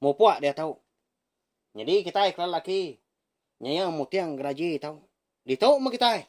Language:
Iban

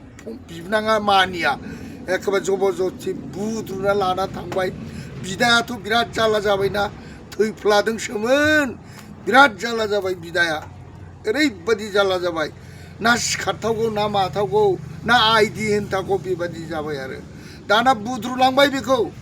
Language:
Bodo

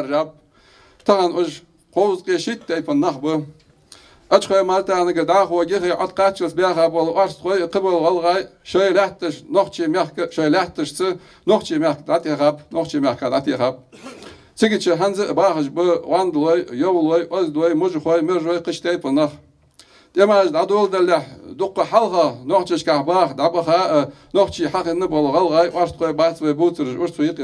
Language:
Ingush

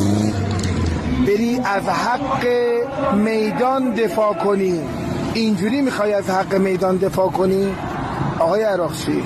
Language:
Persian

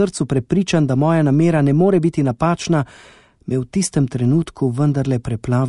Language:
Slovenian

